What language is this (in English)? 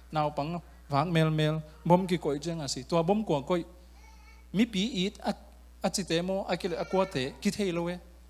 Tedim Chin